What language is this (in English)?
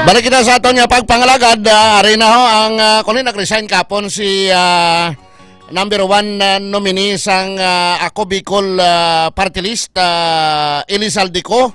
Hiligaynon